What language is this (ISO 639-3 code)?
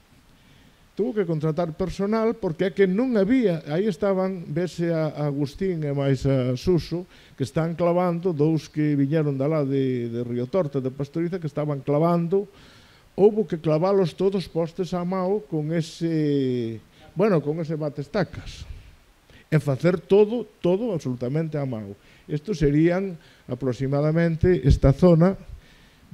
glg